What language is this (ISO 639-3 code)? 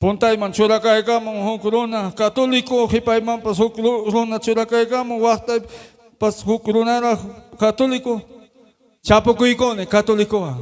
quy